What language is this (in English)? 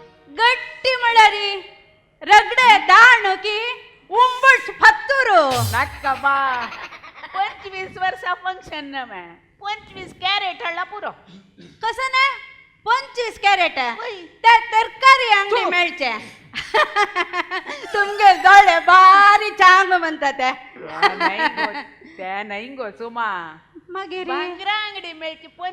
Konkani